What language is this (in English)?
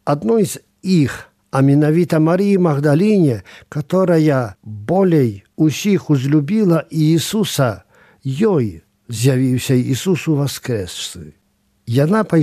Belarusian